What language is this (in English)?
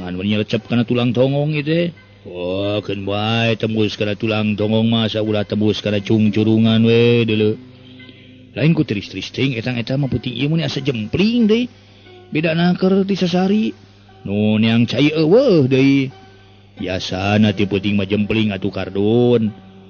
Sundanese